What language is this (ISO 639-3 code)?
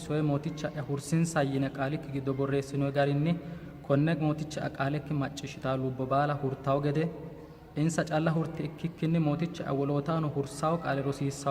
sid